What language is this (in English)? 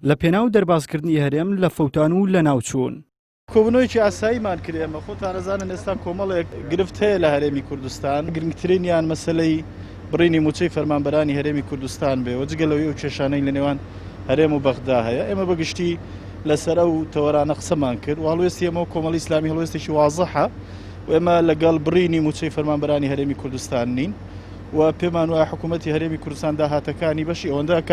Central Kurdish